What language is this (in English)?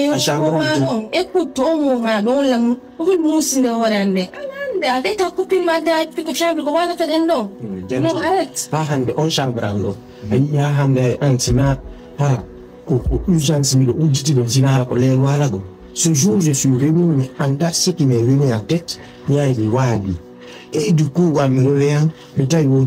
Pular